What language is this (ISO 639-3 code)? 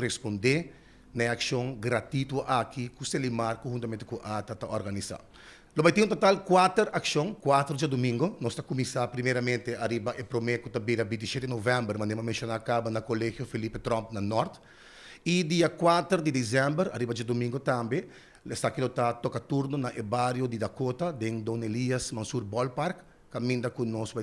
pap